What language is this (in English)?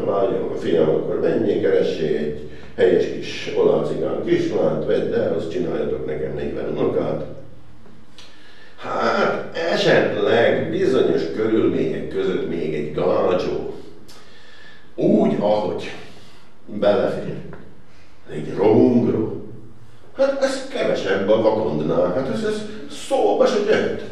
Hungarian